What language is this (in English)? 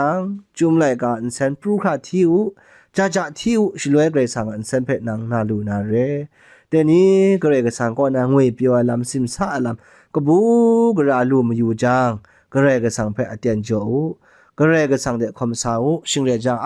Kachin